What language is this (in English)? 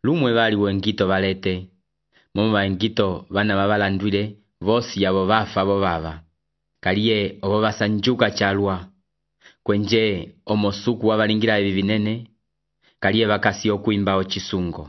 Umbundu